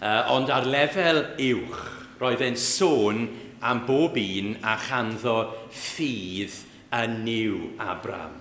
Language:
Welsh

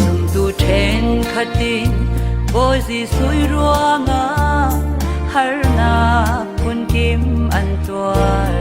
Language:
Falam Chin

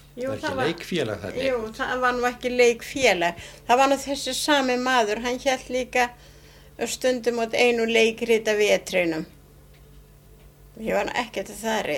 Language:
Icelandic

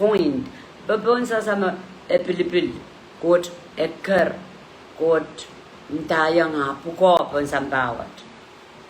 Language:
Pohnpeian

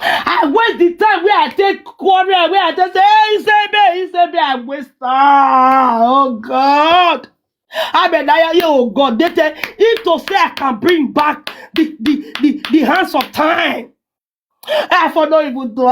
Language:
Nigerian Pidgin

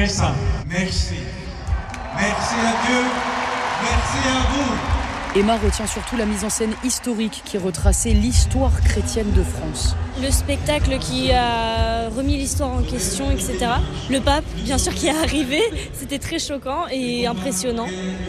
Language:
French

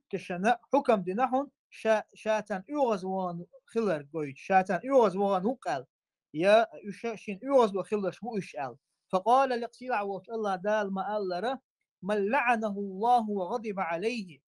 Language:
Chechen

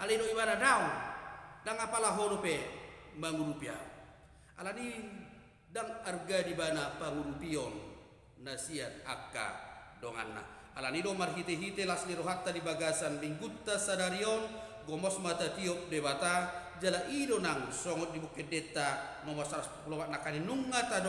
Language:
Batak Toba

